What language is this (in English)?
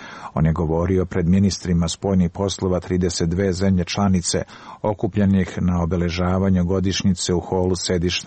Serbian